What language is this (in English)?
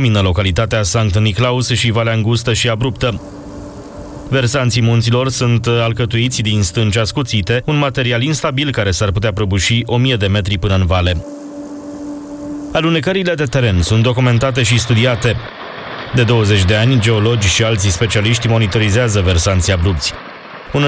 Romanian